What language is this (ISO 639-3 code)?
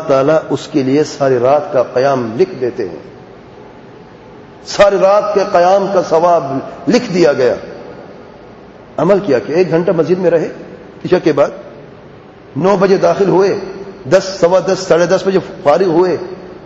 urd